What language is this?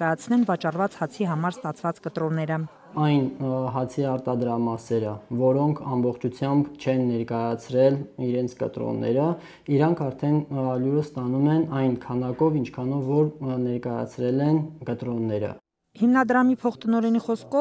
Armenian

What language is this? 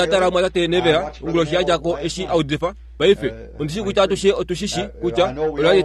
Kuanyama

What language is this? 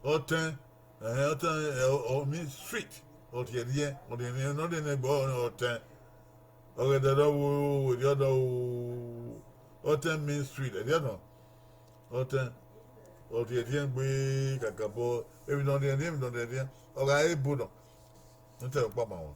Bini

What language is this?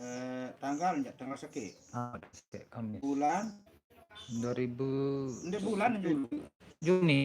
Sasak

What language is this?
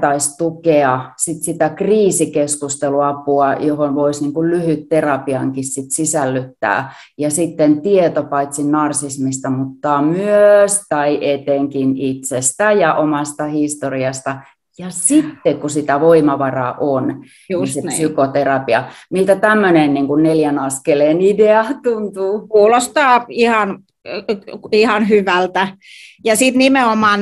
Finnish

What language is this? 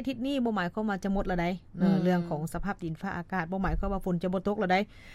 Lao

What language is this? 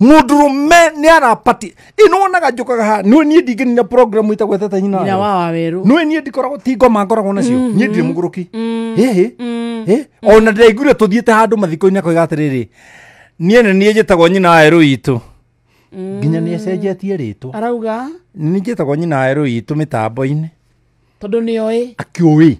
Kikuyu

